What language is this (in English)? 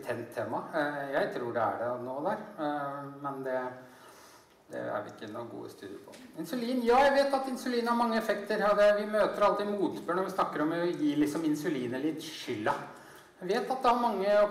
Norwegian